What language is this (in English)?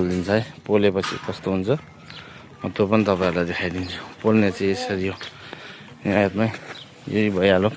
Nepali